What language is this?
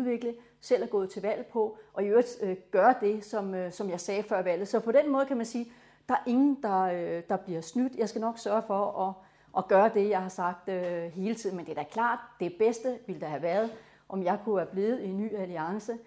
Danish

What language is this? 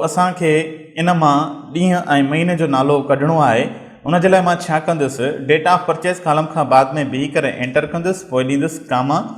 Sindhi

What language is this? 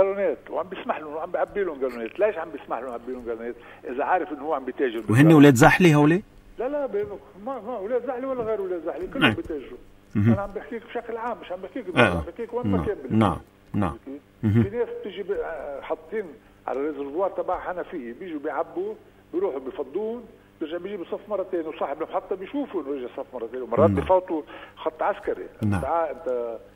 North Levantine Arabic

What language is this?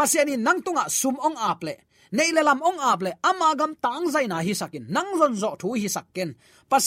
Tedim Chin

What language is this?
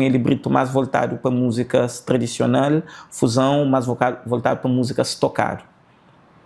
Kabuverdianu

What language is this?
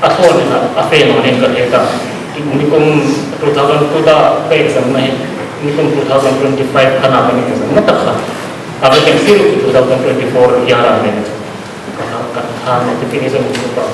Hmar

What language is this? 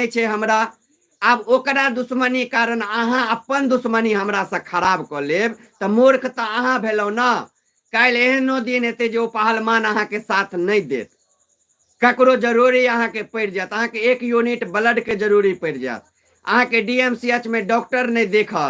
Maithili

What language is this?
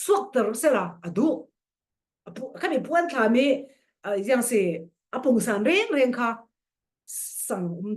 Falam Chin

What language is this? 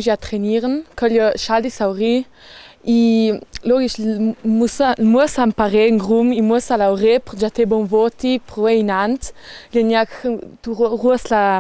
Ladin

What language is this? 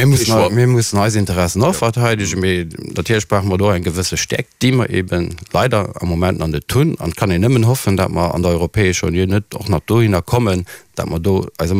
Luxembourgish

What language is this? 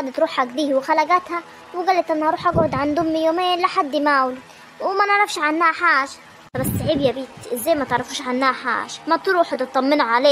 Egyptian Arabic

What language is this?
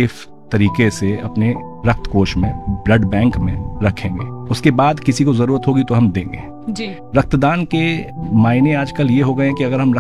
Hindi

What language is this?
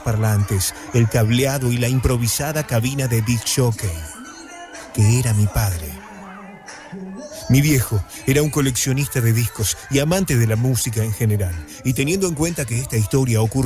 Spanish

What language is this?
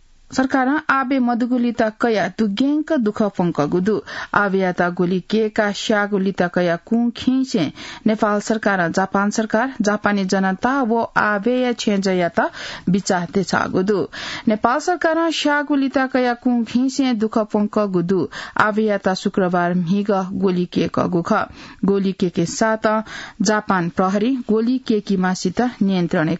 Newari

